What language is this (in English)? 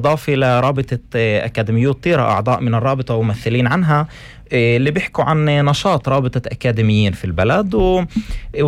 North Levantine Arabic